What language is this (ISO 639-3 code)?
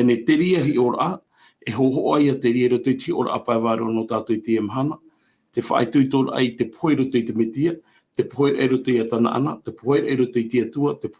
tah